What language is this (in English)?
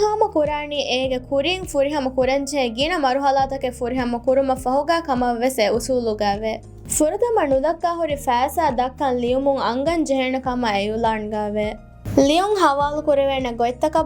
Divehi